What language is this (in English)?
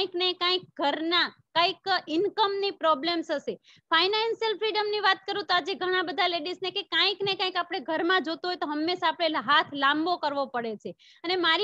Gujarati